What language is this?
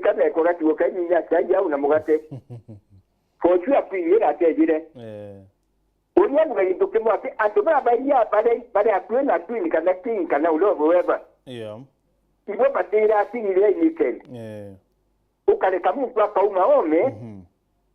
Meru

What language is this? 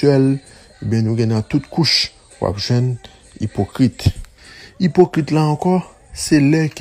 Haitian Creole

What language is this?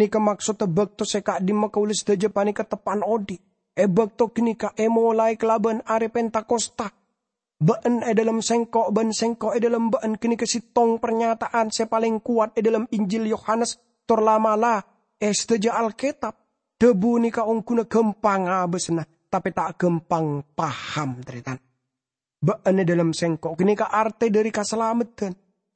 Madurese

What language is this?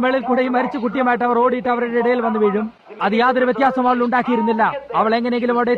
Malayalam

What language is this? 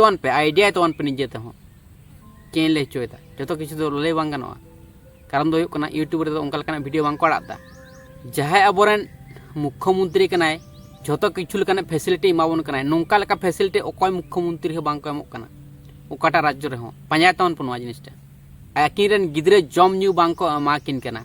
Santali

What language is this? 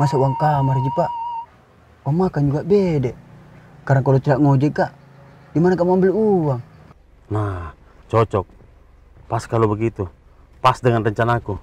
Makassar Malay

